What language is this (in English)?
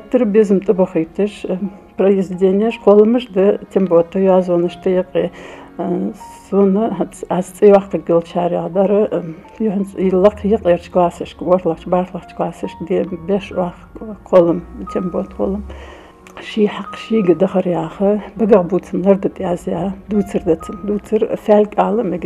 Ingush